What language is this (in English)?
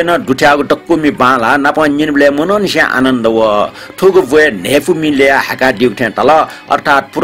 Newari